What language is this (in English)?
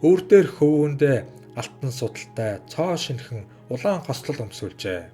Mongolian